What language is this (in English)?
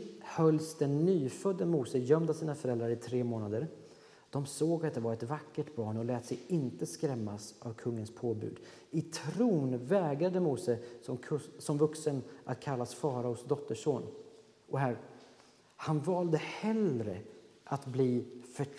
Swedish